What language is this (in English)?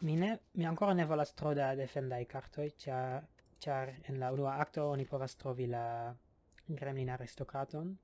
Esperanto